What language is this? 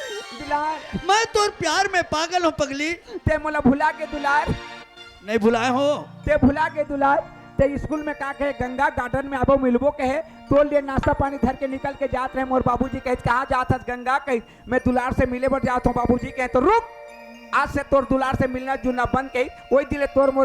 Chhattisgarhi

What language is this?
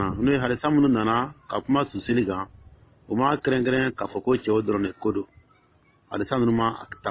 Dyula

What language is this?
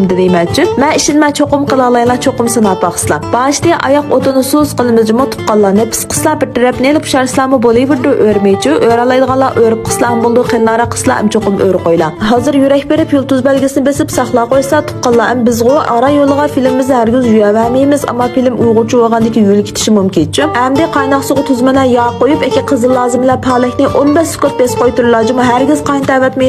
Uyghur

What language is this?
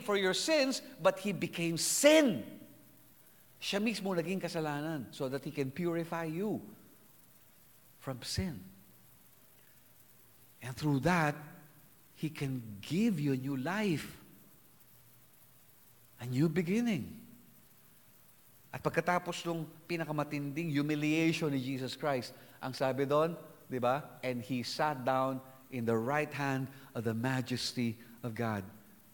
Filipino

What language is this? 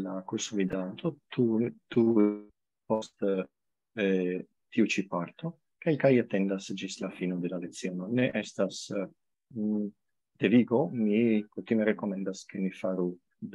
Esperanto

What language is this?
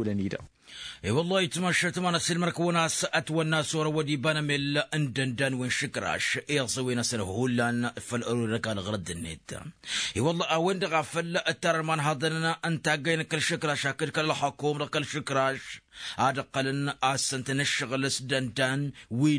Tamasheq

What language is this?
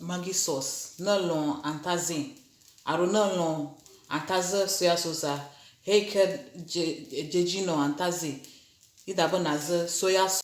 Ewe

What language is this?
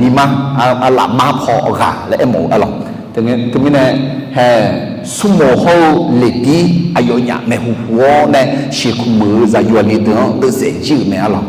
Akha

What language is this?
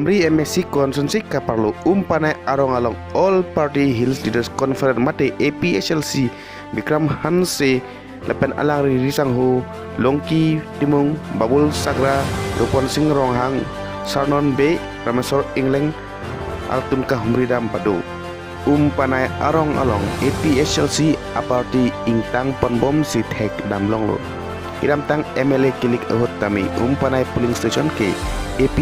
Karbi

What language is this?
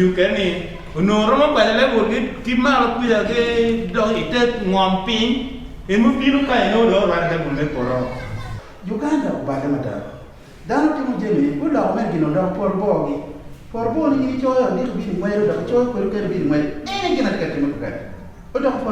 Acoli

